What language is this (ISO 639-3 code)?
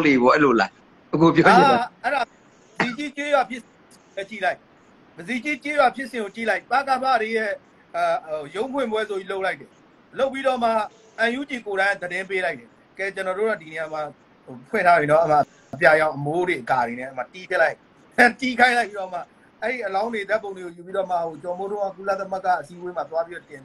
mya